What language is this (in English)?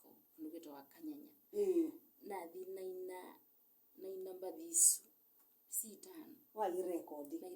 Kamba